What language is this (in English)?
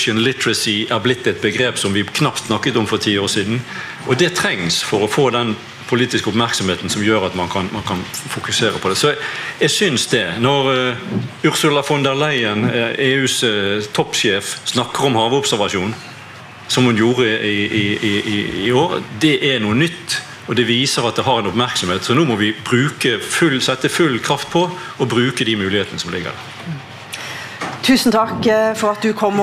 Norwegian